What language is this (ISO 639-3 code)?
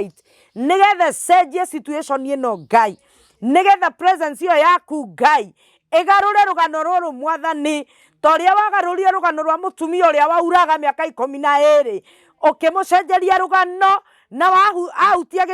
kik